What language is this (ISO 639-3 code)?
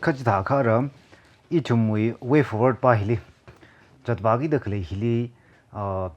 nmf